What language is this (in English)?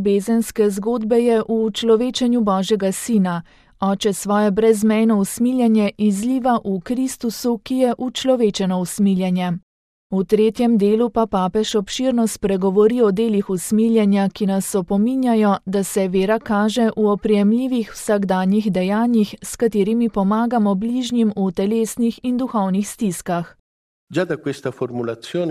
Slovenian